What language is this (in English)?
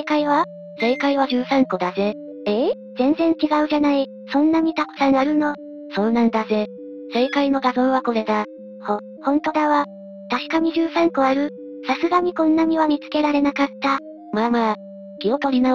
Japanese